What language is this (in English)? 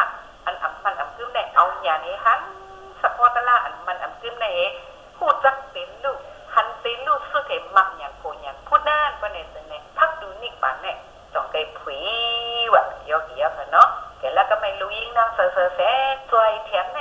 Shan